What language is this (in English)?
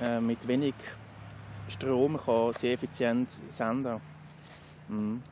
Swiss German